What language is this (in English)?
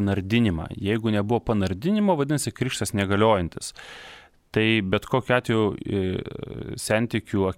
Lithuanian